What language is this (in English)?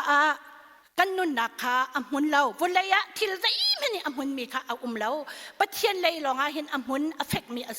Hakha Chin